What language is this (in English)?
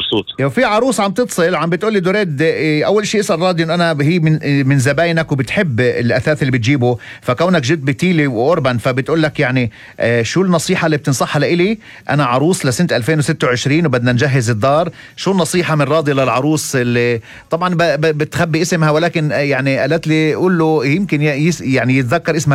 North Levantine Arabic